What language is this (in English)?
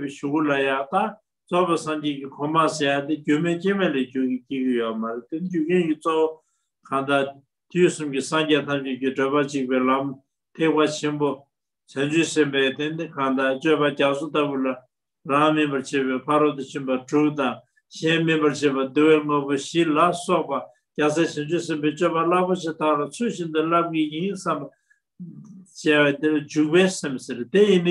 Tibetan